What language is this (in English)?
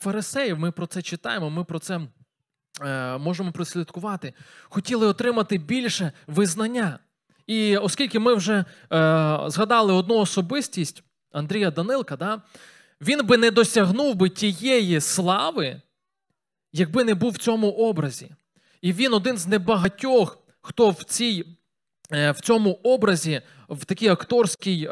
Ukrainian